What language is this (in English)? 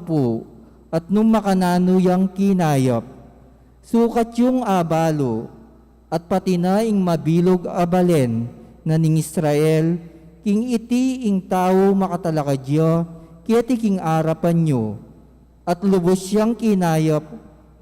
Pampanga